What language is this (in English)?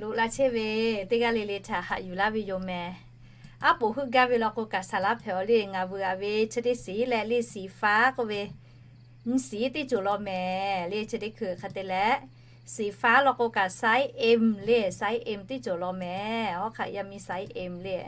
Lahu